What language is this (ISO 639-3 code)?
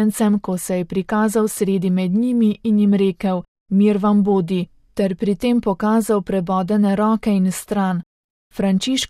slv